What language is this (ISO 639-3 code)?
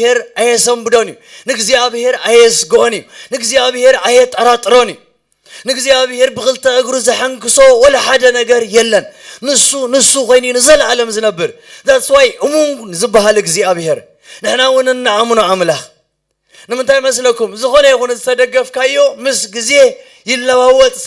tir